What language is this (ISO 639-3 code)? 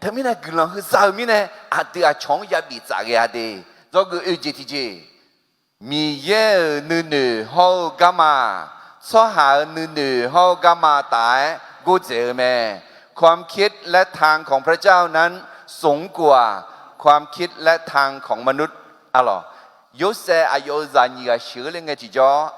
ahk